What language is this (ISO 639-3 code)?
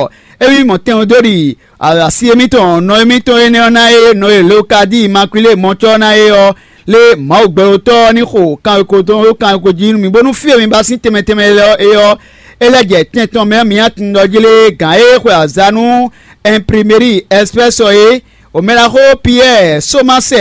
fon